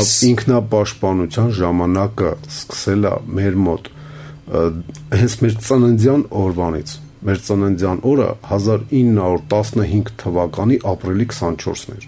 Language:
Armenian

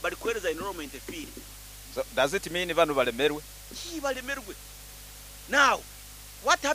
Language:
Nyankole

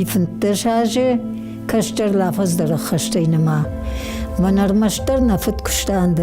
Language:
Ossetic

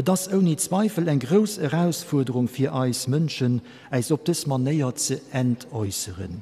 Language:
Luxembourgish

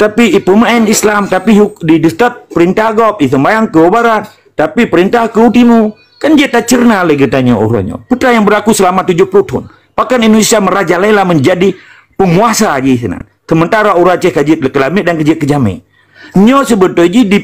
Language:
Achinese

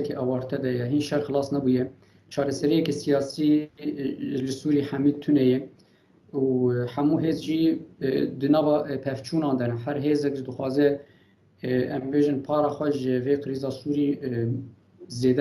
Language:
Kurdish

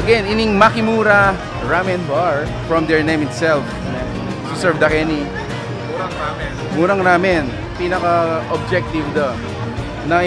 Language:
Pampanga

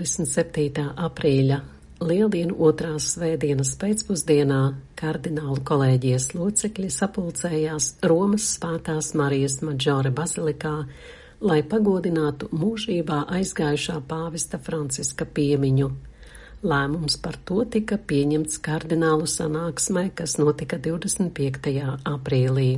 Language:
Latvian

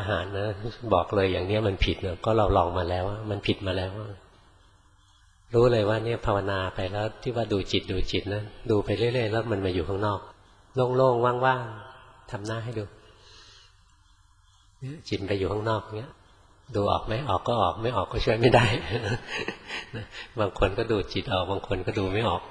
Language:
Thai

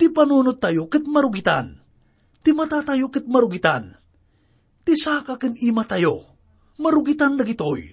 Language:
Iloko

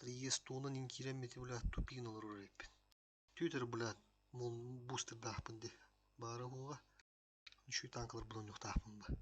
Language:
Yakut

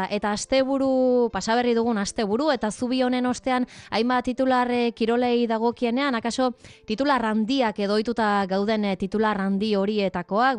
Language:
Basque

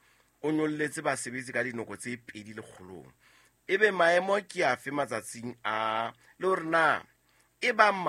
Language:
Southern Sotho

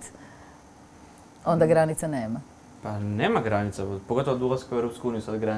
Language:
Croatian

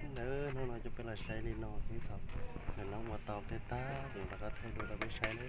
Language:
Hmong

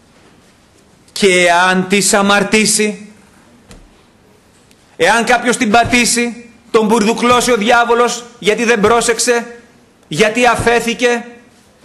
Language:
Greek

